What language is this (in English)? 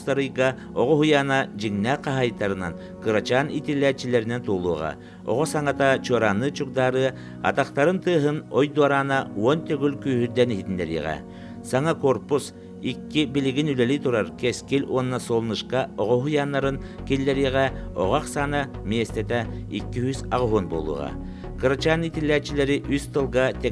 Yakut